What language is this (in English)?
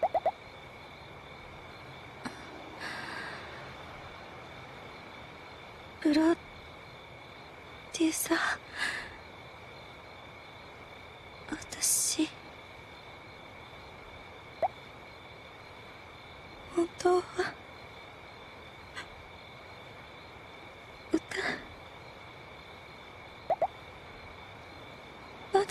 Japanese